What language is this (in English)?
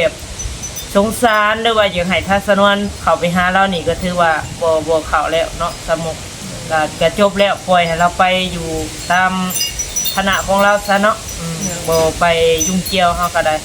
Northeastern Thai